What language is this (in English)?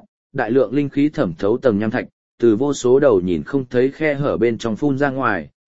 Vietnamese